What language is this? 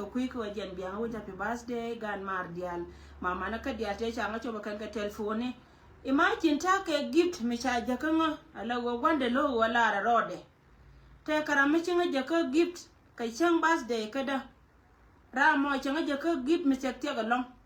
Nuer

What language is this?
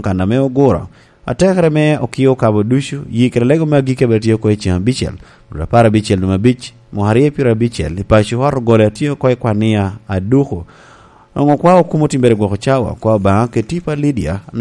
Lango (Uganda)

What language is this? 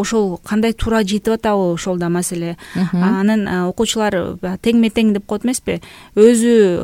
Kyrgyz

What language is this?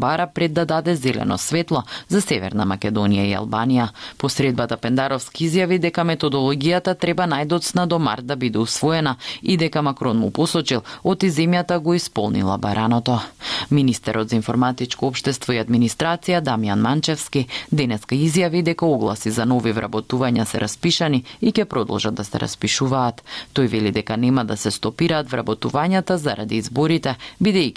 Macedonian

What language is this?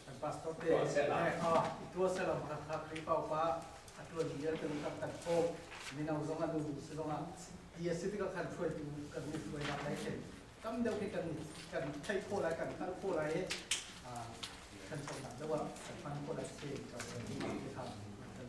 Hakha Chin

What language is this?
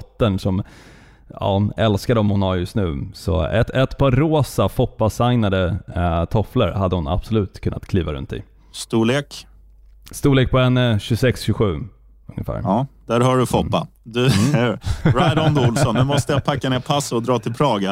Swedish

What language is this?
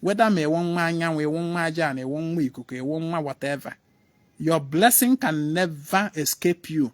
Igbo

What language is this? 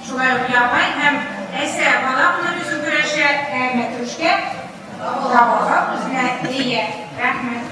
Bashkir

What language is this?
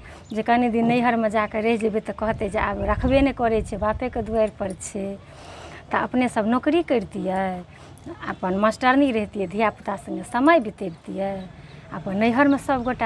Maithili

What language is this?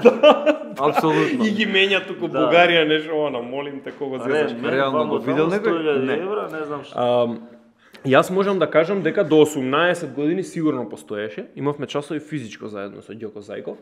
Macedonian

